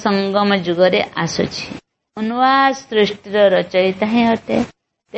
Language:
Odia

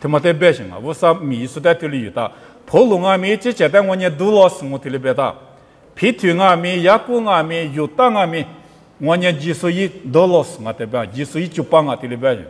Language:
Lisu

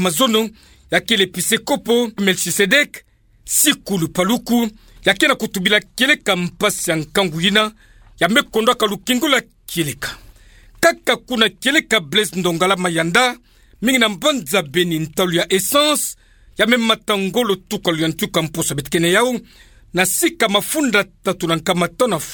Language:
Kituba (Democratic Republic of Congo)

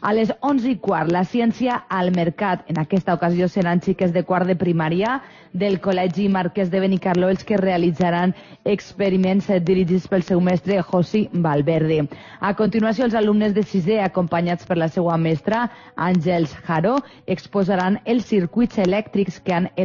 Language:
Catalan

